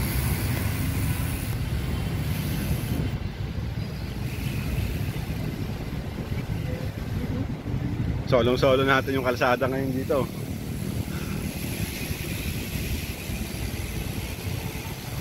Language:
Filipino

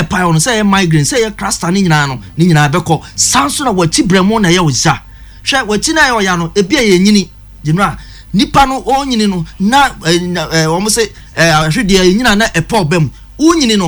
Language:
Akan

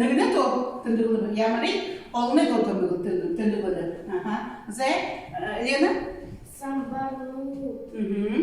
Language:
Buriat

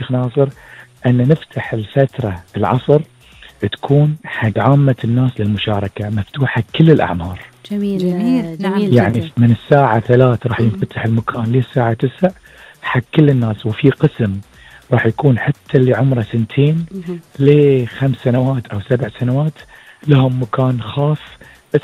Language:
Gulf Arabic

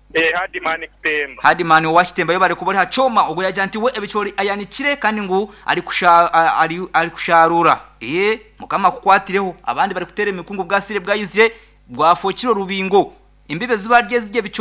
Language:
Nyankole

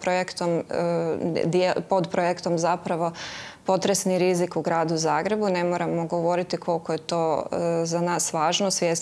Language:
Croatian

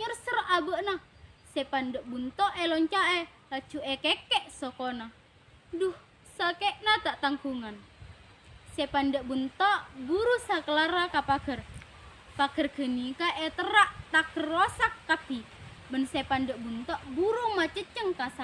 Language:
Madurese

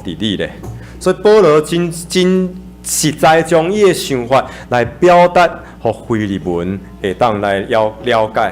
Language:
Min Nan Chinese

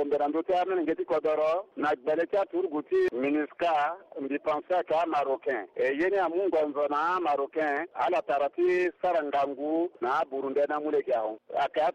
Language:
Sango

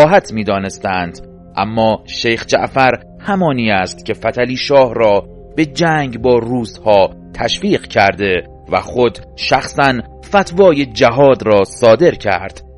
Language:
Persian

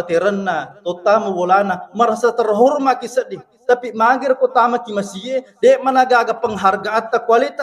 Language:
Buginese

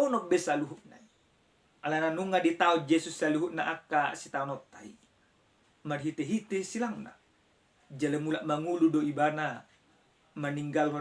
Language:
Batak Toba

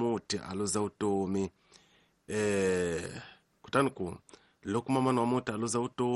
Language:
Tsonga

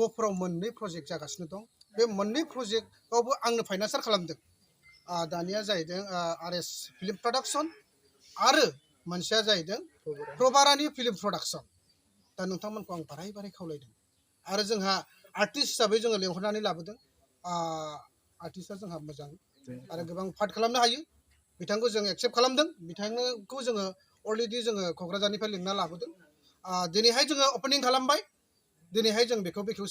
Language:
Bodo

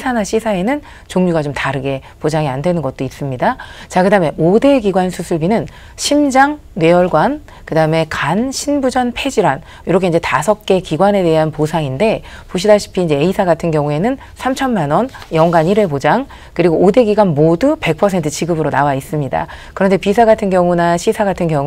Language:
Korean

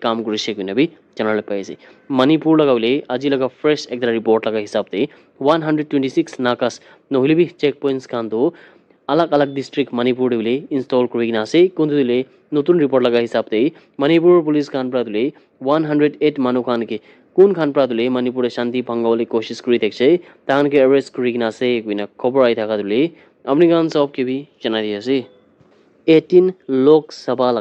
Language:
Naga Pidgin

